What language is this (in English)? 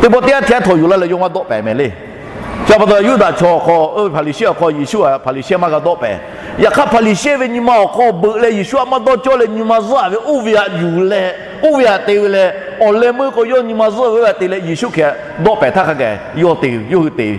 Lahu